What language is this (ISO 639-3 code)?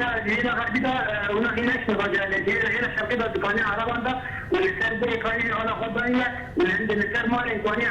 kur